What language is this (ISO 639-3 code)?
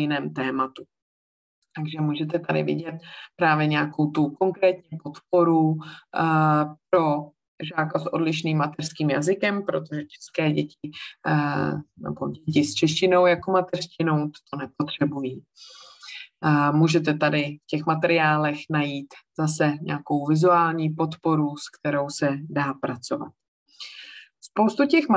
ces